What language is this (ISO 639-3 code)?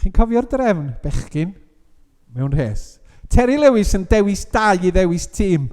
cym